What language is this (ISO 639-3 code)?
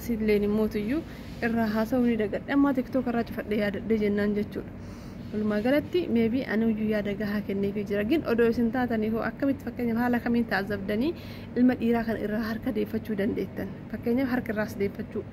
orm